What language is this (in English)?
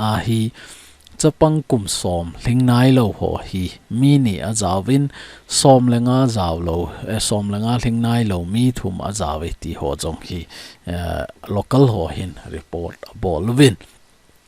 Thado Chin